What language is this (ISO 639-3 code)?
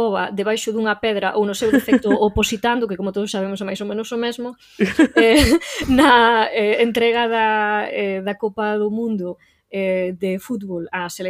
glg